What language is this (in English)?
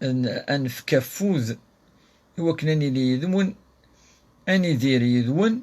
Kabyle